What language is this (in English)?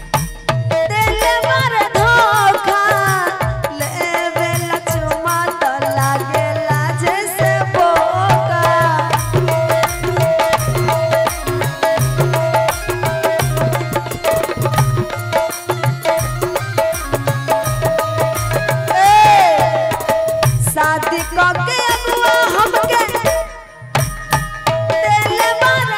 Bhojpuri